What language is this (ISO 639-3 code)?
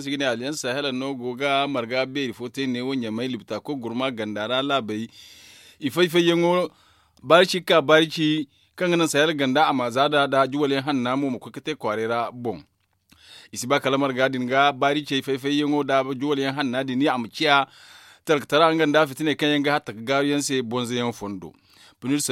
dje